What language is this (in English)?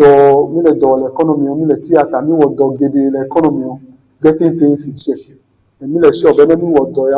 Ewe